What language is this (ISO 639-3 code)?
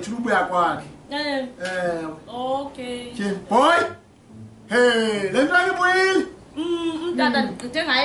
xho